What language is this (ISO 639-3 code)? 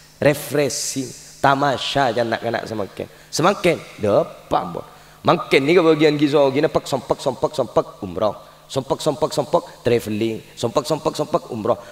mad